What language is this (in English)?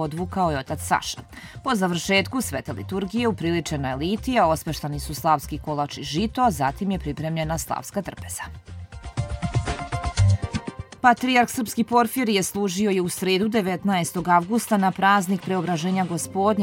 Serbian